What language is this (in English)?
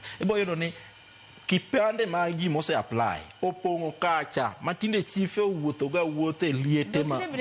Luo (Kenya and Tanzania)